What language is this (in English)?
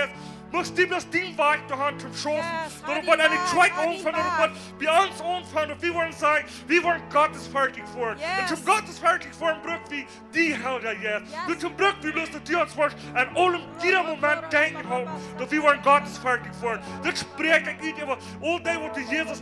Plautdietsch